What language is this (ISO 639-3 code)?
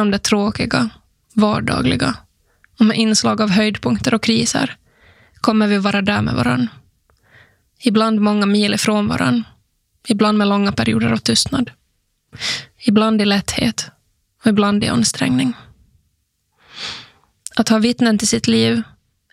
swe